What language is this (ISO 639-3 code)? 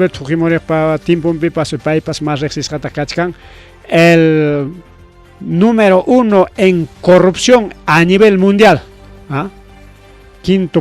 quy